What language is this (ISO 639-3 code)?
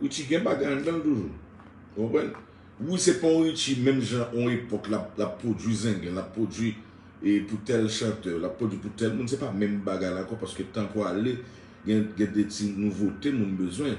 hat